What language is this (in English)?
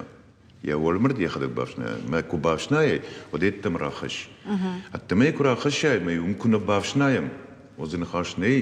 Ossetic